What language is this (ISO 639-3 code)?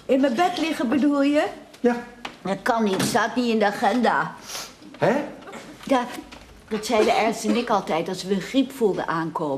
nld